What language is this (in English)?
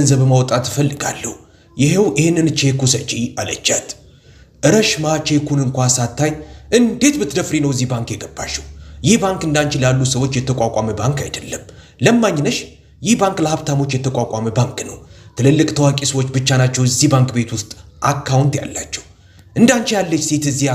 Amharic